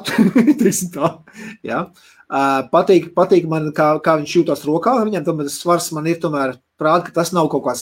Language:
Latvian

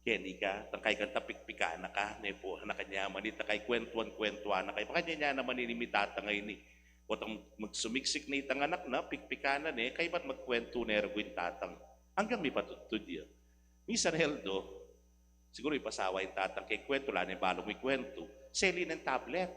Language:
Pampanga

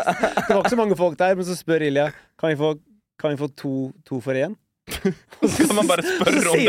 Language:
Norwegian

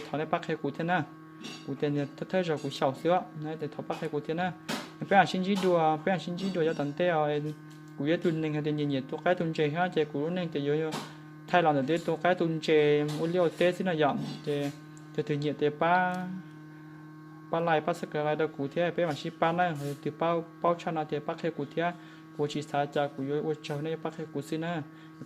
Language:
Hmong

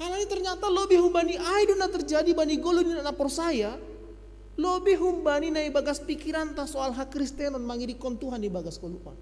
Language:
Batak Simalungun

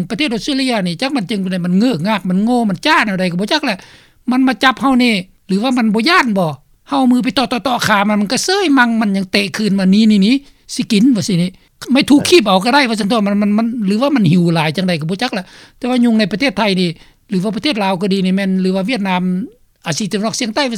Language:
Lao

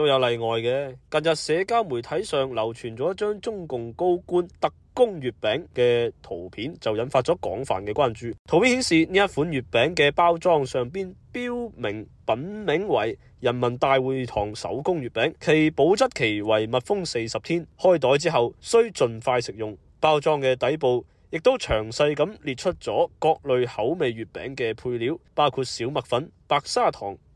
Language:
Cantonese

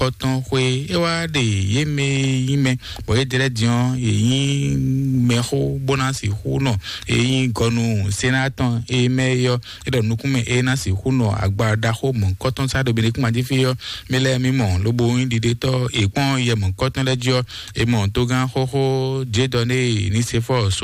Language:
Fon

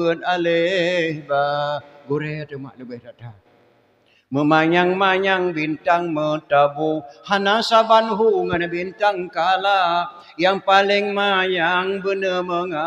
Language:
Achinese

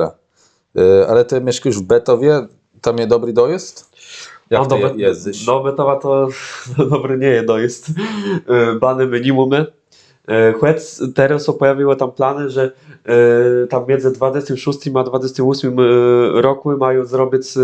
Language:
Kashubian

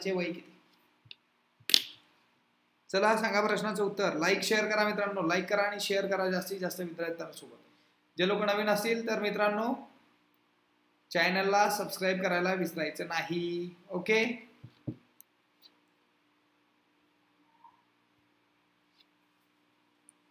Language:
Marathi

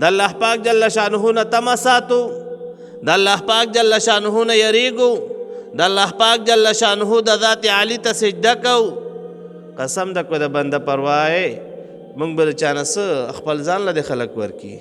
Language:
Pashto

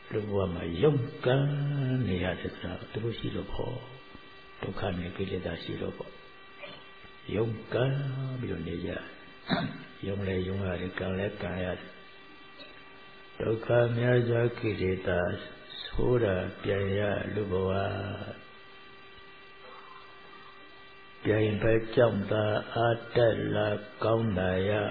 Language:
Burmese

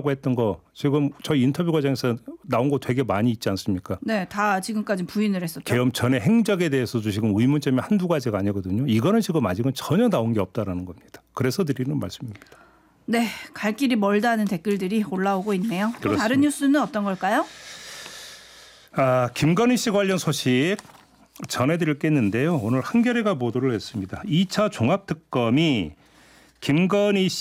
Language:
Korean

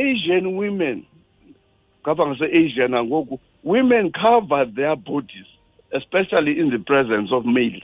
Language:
Xhosa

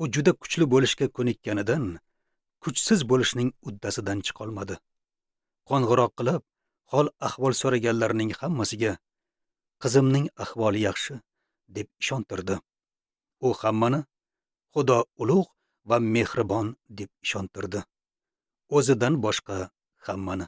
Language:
Uzbek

